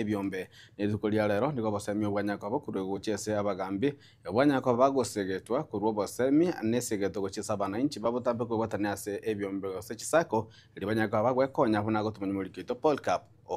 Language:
Gusii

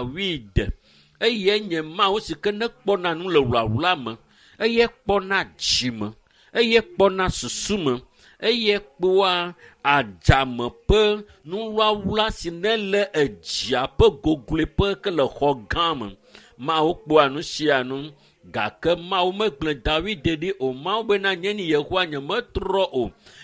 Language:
Ewe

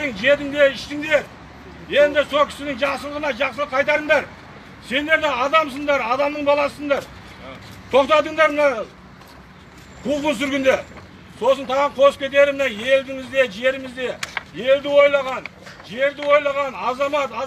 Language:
Kazakh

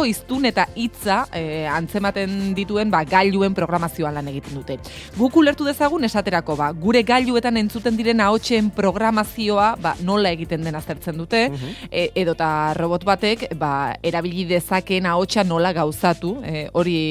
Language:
Basque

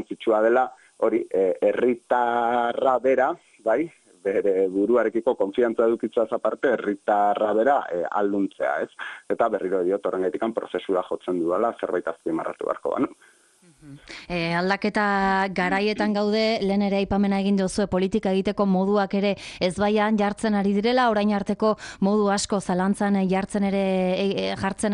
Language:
Basque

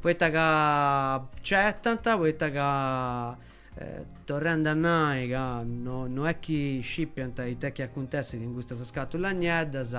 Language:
Sardinian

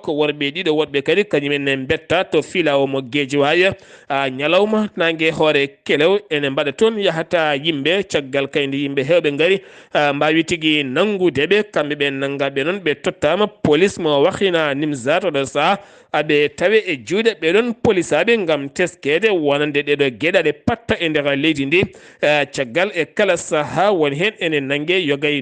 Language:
Fula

